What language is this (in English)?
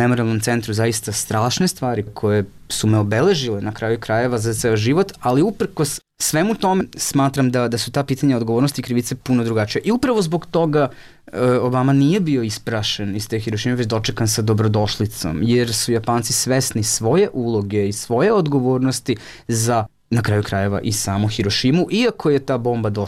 Serbian